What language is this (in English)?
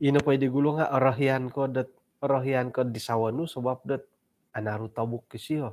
Central Dusun